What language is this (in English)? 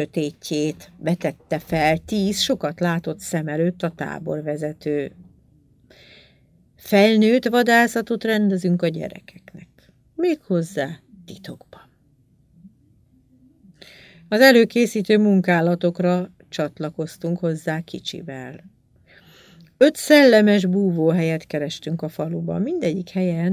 Hungarian